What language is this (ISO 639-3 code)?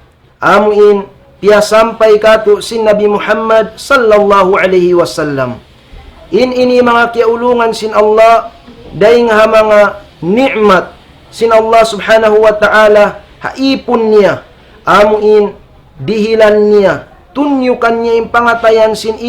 tsg